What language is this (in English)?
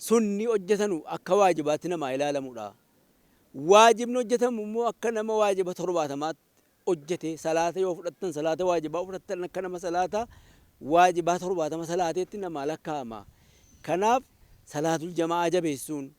Oromo